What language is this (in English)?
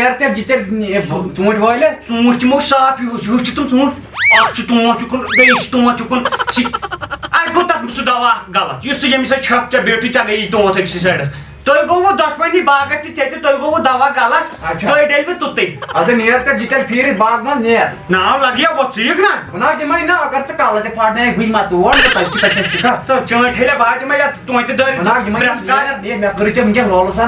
Kashmiri